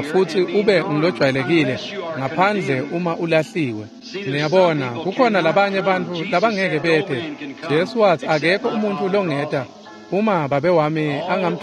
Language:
Swati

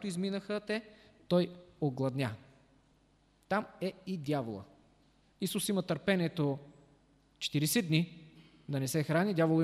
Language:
Bulgarian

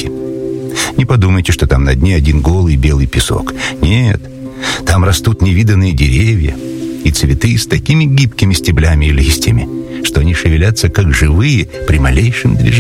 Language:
Russian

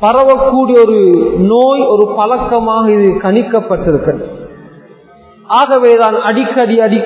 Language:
Tamil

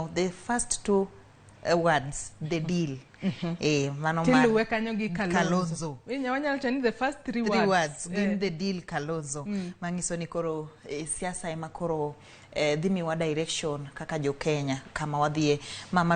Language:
Luo (Kenya and Tanzania)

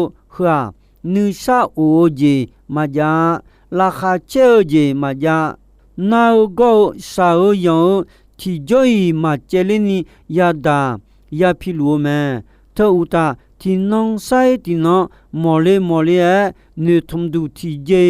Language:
Akha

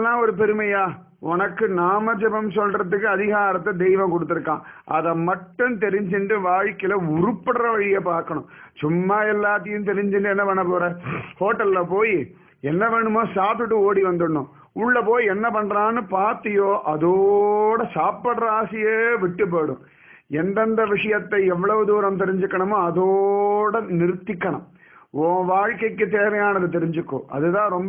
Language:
Tamil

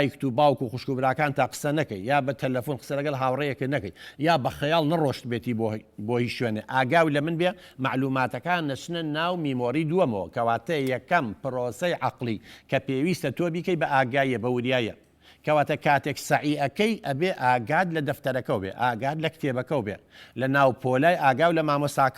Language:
Central Kurdish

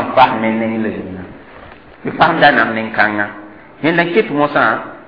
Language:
Mossi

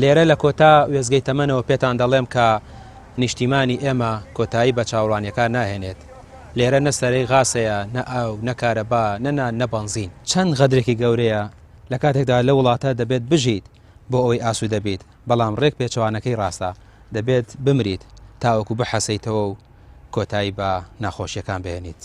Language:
Central Kurdish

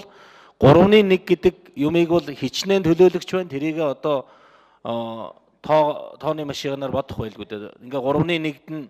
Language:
Mongolian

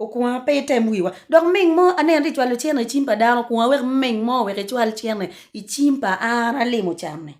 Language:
Acoli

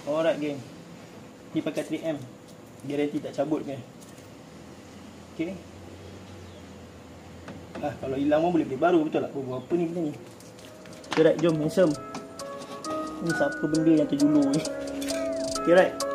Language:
Malay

